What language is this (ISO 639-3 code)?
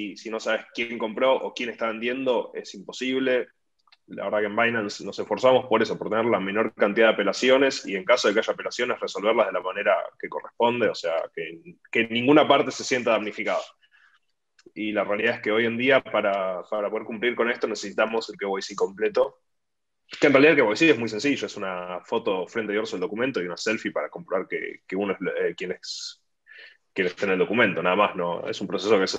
spa